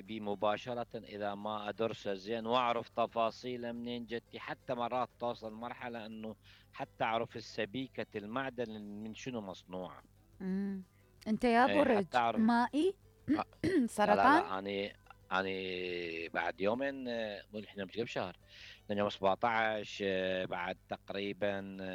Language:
Mesopotamian Arabic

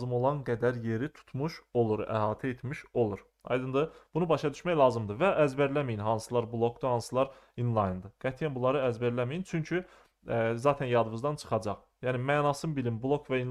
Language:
Azerbaijani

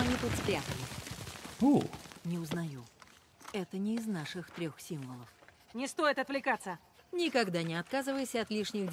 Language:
Russian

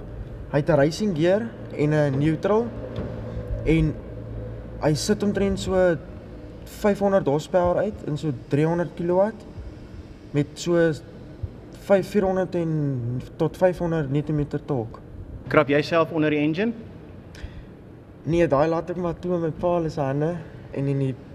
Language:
Afrikaans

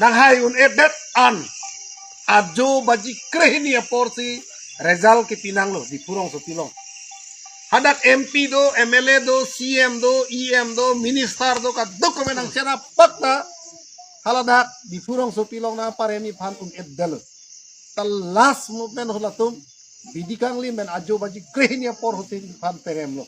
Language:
Karbi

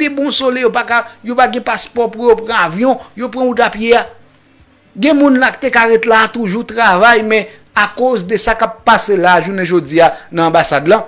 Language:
Haitian Creole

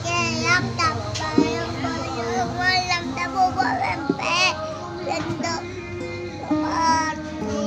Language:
Minangkabau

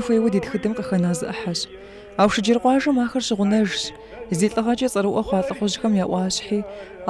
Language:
Kabardian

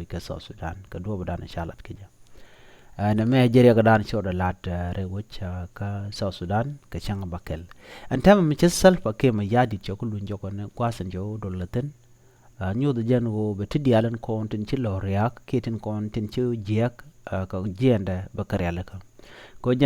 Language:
Nuer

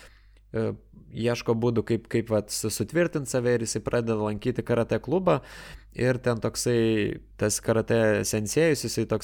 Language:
Lithuanian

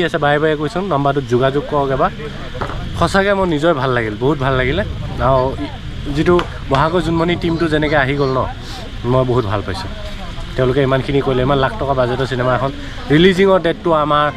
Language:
Assamese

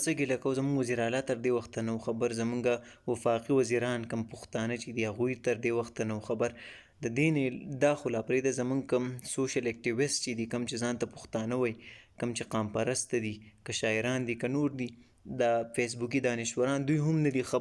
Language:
Pashto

